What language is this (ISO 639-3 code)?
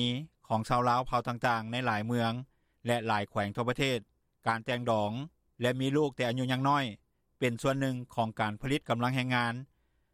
lao